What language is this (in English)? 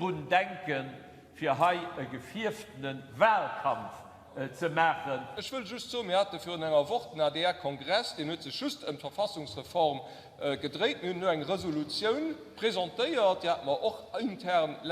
Luxembourgish